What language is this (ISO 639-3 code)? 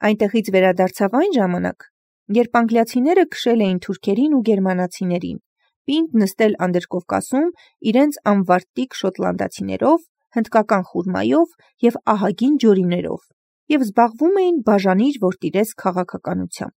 hye